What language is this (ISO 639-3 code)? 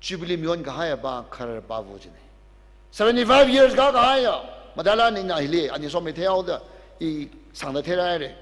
nmf